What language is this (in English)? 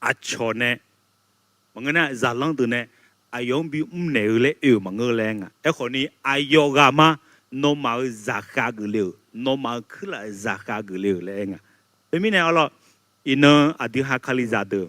Akha